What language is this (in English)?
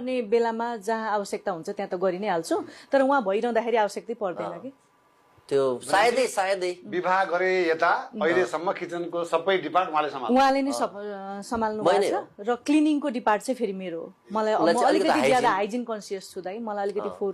Nepali